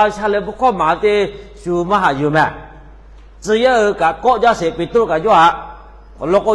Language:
Lahu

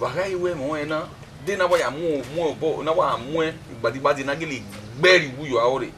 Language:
Bini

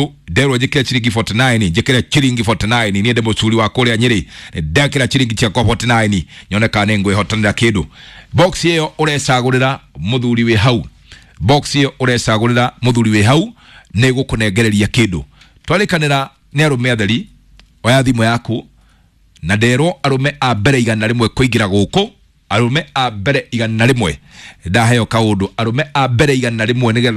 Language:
Kikuyu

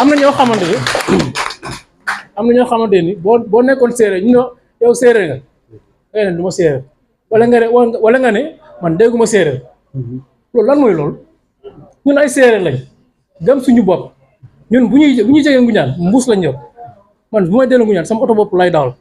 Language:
Wolof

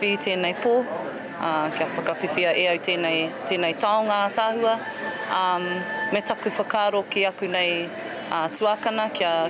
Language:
Māori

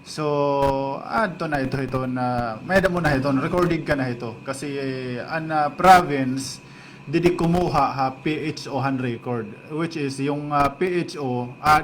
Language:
Waray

